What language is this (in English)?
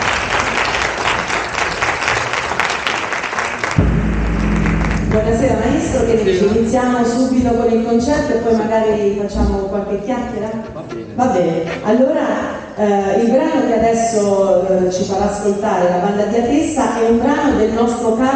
Italian